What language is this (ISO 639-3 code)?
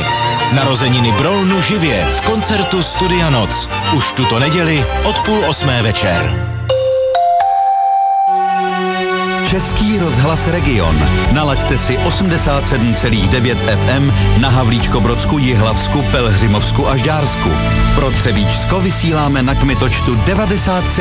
ces